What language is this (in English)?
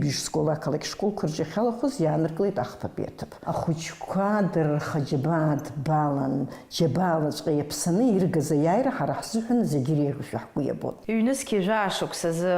Abkhazian